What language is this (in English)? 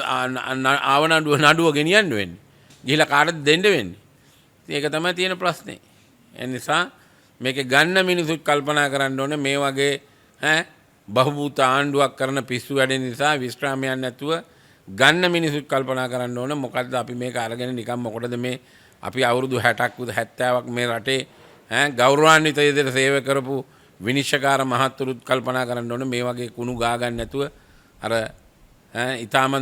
Sinhala